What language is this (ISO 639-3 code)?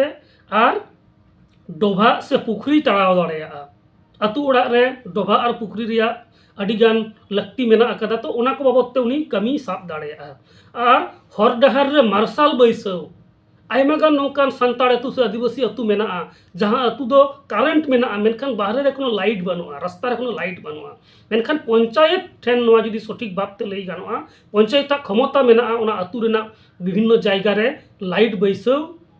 sat